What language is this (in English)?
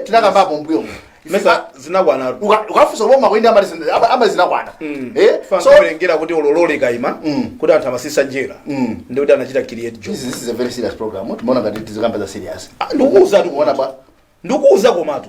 Nyanja